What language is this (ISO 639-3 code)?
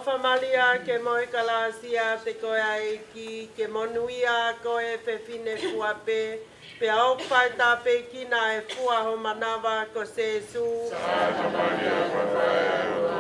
ton